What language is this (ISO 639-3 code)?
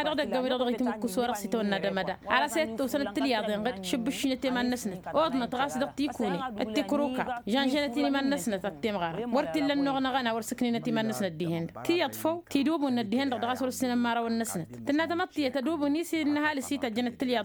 taq